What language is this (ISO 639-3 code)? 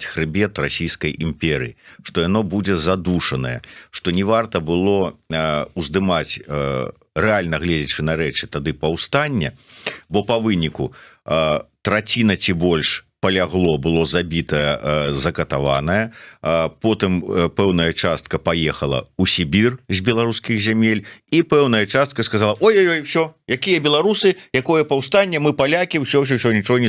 bel